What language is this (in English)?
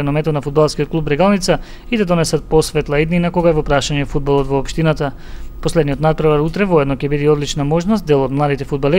Macedonian